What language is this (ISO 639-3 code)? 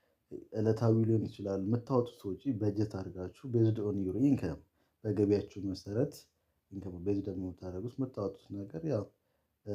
amh